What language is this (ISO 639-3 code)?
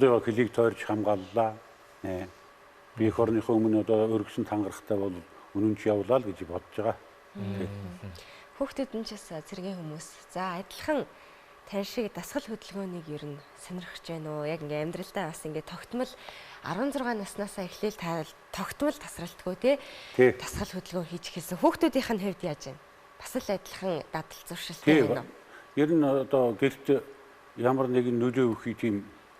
mon